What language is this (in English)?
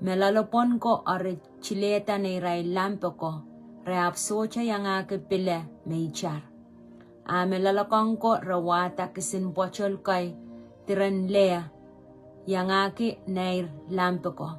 Pohnpeian